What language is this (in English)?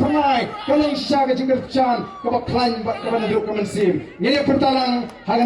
Khasi